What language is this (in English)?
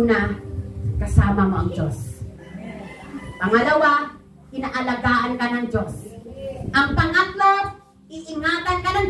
Filipino